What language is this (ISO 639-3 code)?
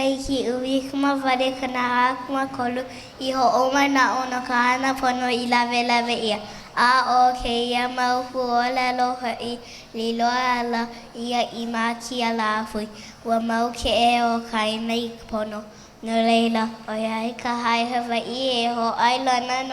haw